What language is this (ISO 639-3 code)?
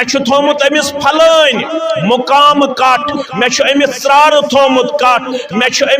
kas